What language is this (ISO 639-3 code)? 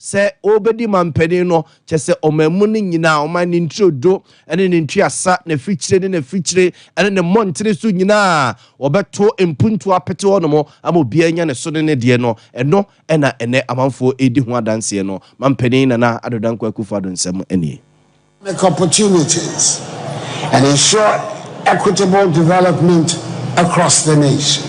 aka